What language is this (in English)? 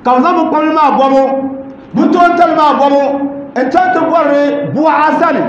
Dagbani